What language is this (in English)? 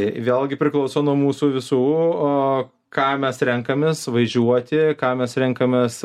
Lithuanian